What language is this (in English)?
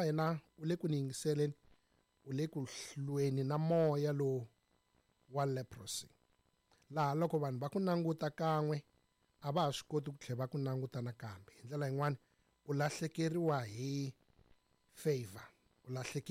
Tsonga